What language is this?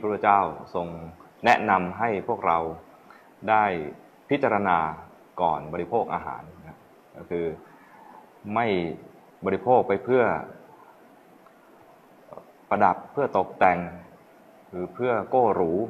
Thai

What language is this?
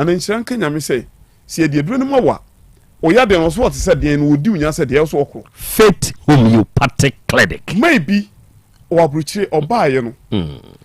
Akan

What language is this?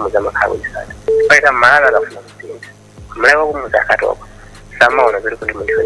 Nyanja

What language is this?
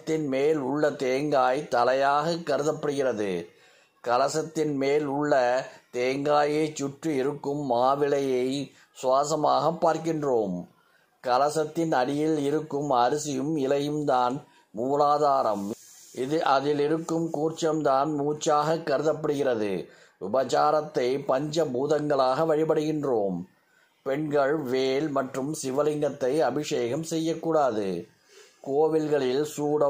Tamil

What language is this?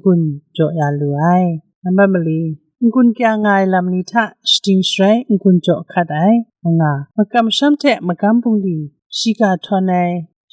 Kachin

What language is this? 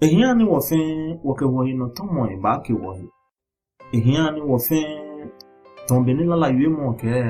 Ga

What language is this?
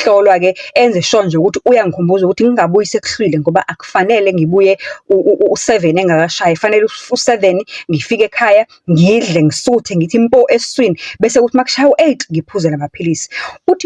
Zulu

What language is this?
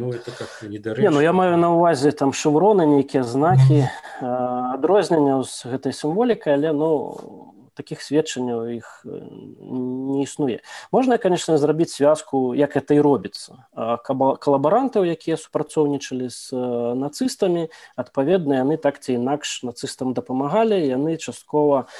Belarusian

